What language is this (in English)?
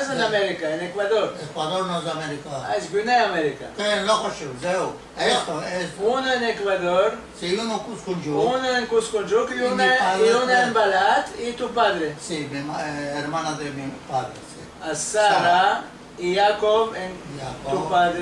Ladino